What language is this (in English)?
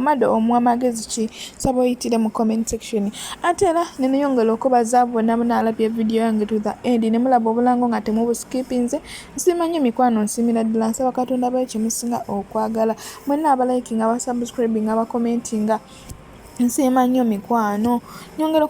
Ganda